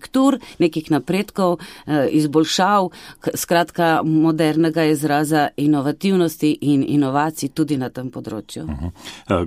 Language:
Slovenian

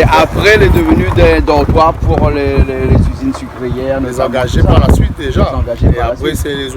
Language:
Réunion Creole French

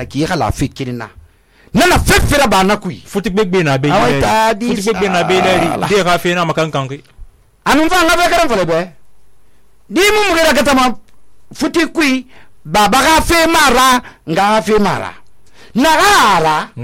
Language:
Susu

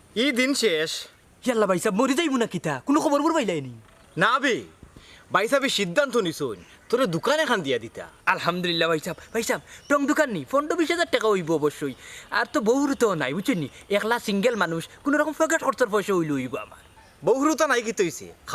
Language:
Sylheti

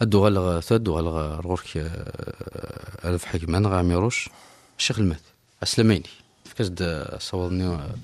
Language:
Kabyle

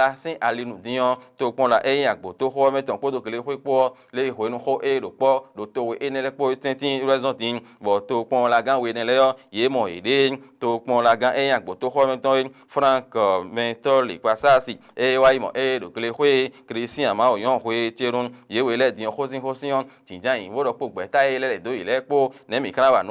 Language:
Fon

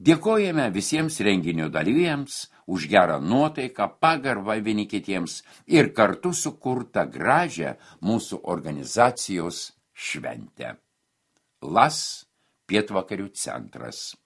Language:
Lithuanian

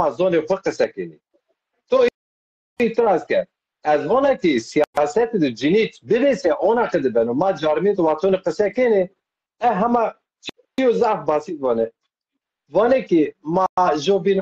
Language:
Zaza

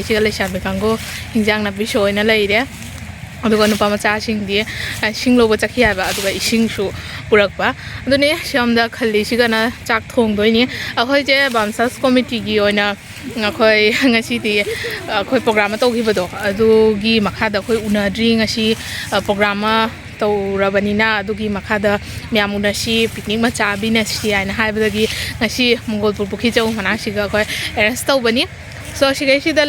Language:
Manipuri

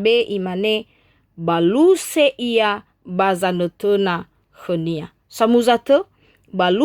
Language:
Nias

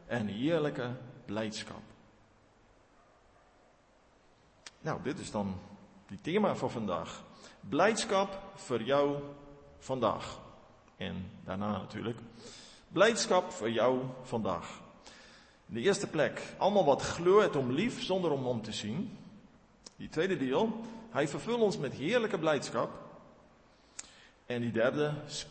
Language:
Afrikaans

